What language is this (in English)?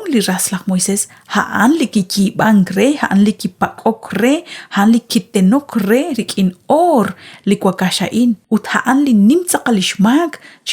Kekchí